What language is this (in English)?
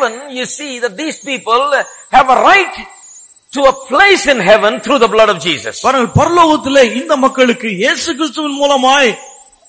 Tamil